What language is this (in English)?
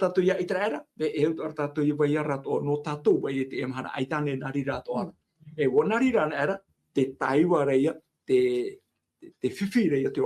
Tahitian